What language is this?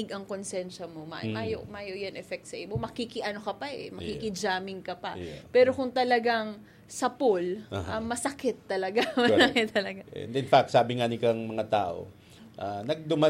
Bikol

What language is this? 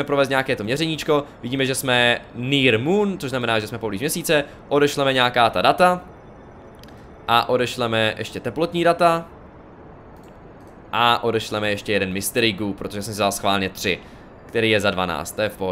Czech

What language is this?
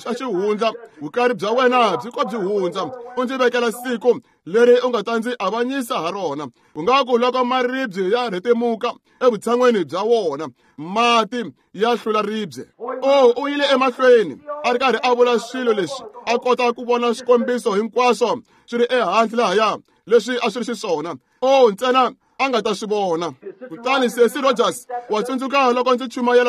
Tsonga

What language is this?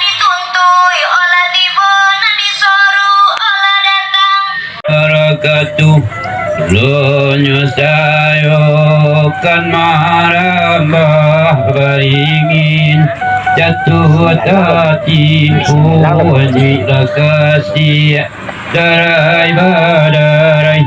Minangkabau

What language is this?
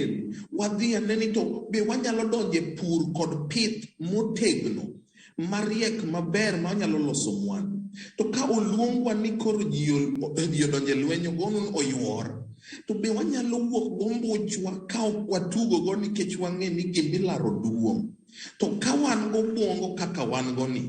Luo (Kenya and Tanzania)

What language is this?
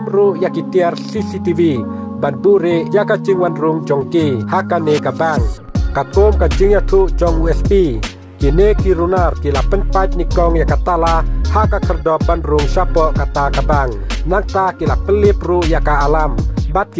Khasi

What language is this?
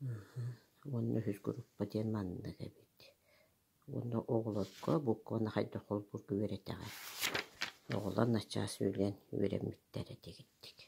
Yakut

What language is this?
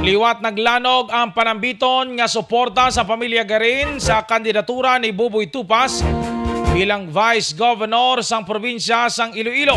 Hiligaynon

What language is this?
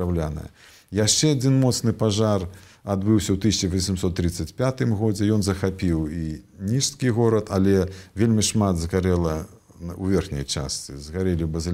Belarusian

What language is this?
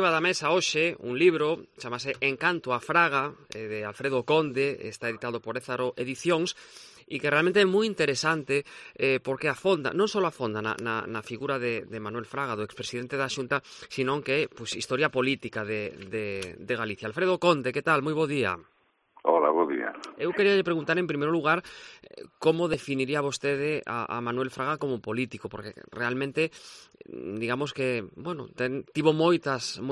Galician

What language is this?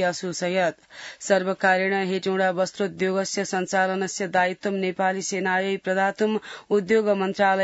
Sanskrit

